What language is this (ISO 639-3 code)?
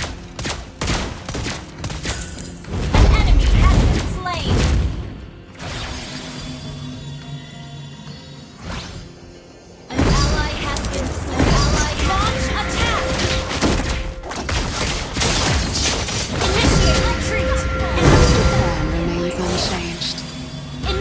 eng